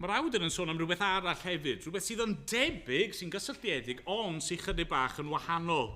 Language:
Welsh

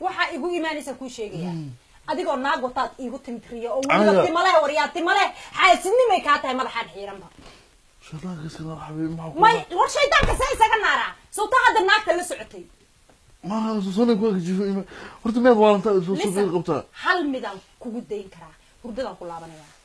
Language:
Somali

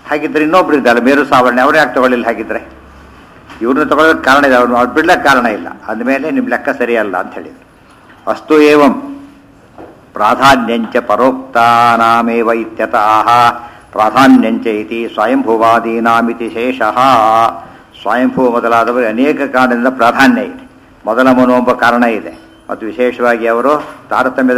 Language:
Kannada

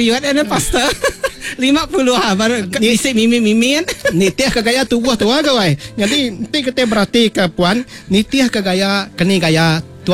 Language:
Iban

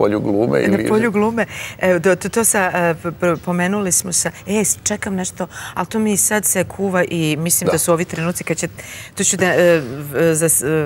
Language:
Serbian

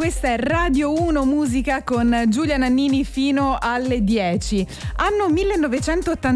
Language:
Italian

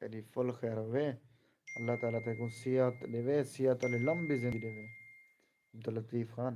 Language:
Saraiki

